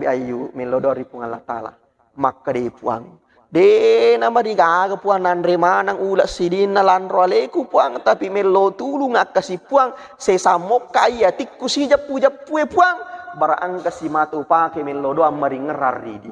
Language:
Buginese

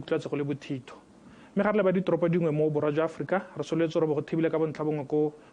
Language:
Tswana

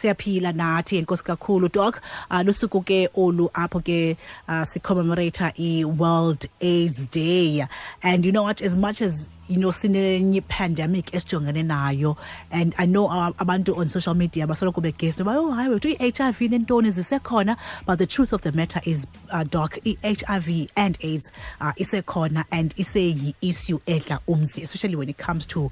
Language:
Xhosa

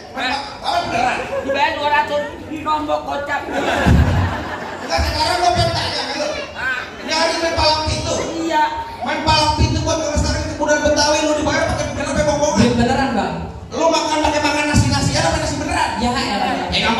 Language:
Betawi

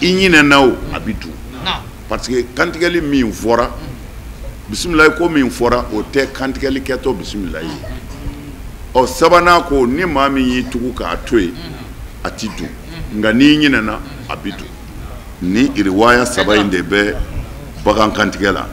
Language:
Bambara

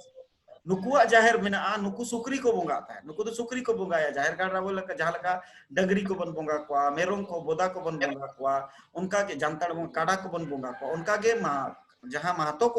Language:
Santali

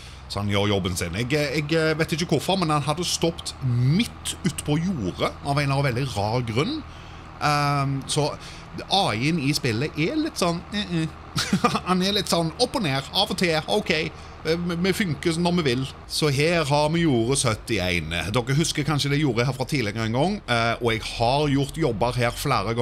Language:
Norwegian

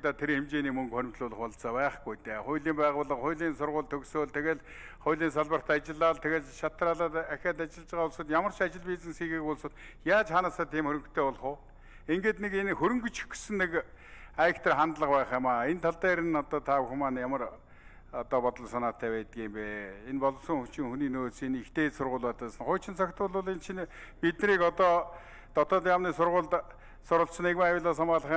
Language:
Mongolian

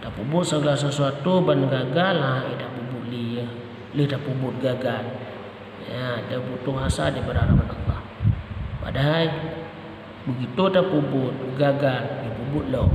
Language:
Achinese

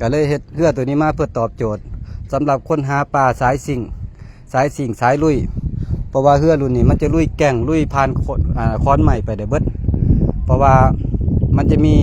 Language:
Lao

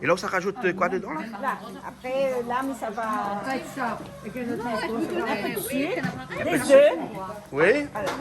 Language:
Réunion Creole French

